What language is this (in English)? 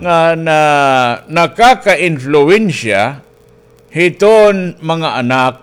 Waray